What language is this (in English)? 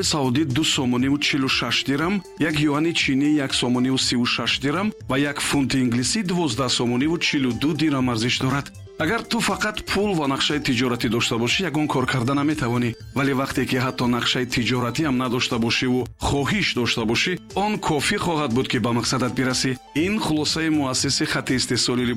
Tajik